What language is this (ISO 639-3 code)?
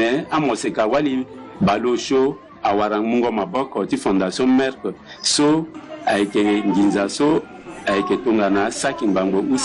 sag